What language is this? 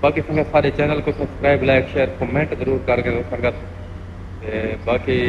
Saraiki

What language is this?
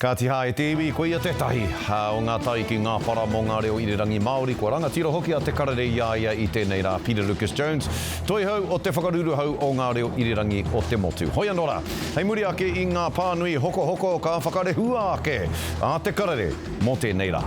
Māori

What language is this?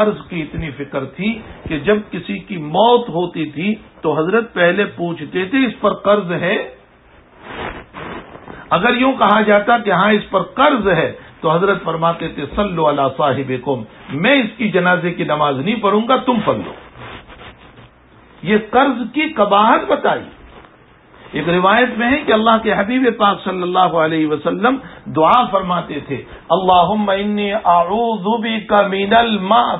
Urdu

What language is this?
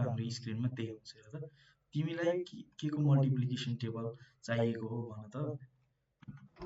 Nepali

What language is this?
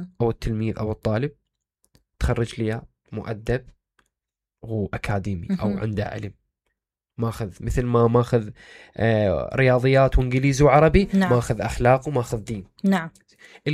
Mesopotamian Arabic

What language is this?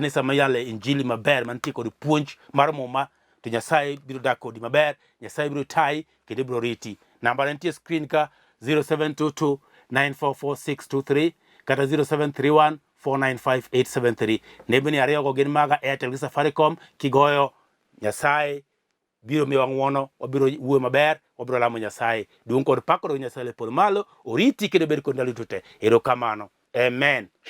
Luo (Kenya and Tanzania)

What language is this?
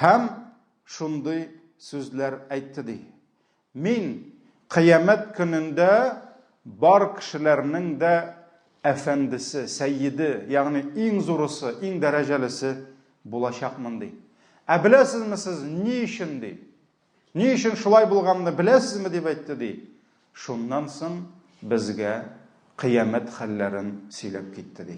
Tatar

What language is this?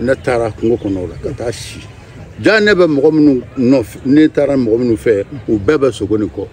Bambara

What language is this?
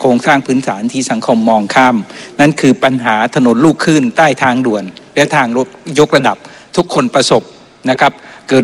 Thai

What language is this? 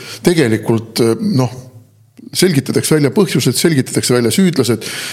Estonian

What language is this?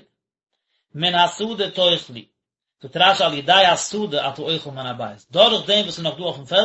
Yiddish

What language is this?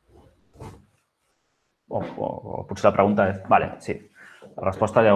Catalan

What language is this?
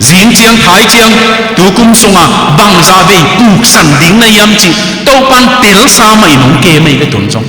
Tedim Chin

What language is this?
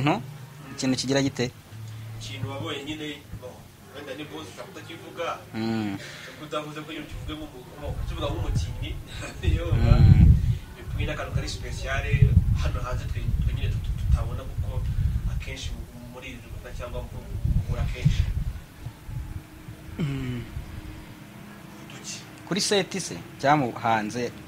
Kinyarwanda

